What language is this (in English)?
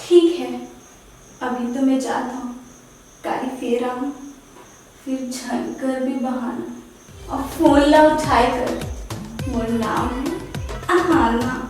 Chhattisgarhi